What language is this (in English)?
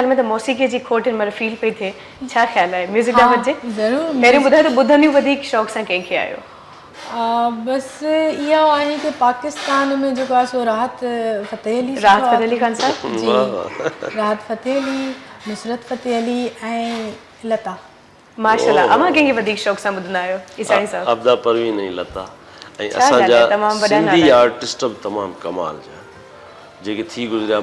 Sindhi